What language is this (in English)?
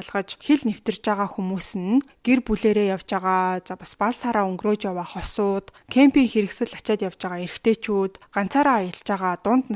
Mongolian